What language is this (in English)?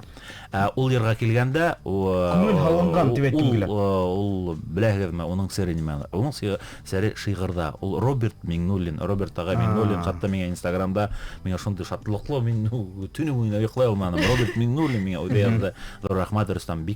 Bashkir